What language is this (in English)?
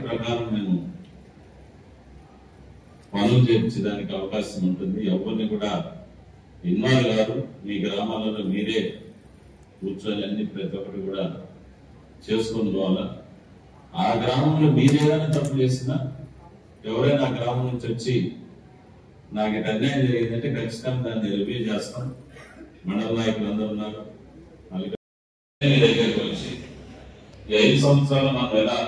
Telugu